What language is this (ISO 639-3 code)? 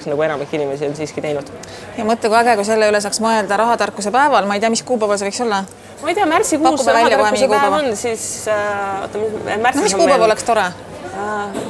est